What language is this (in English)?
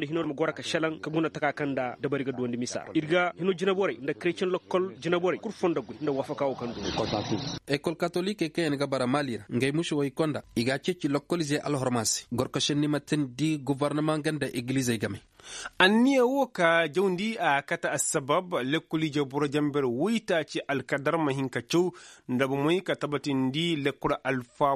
Koyraboro Senni